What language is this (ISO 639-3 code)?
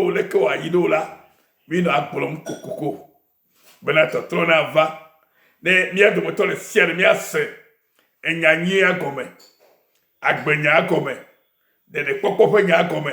ewe